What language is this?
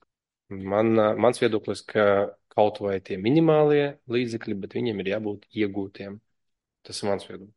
Latvian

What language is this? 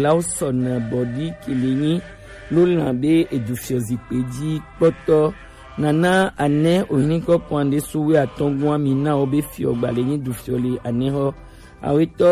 Gen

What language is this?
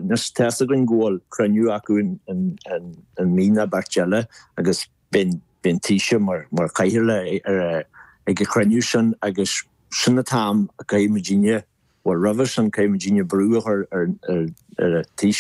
Irish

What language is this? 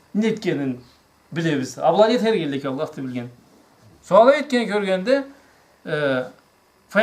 Karachay-Balkar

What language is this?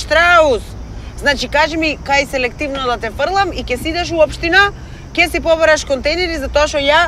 Macedonian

